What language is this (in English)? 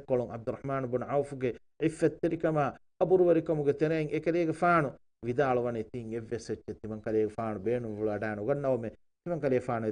Divehi